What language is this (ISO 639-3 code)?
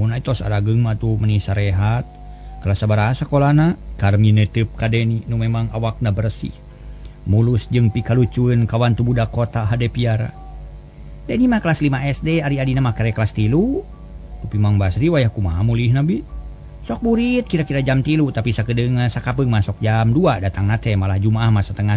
sun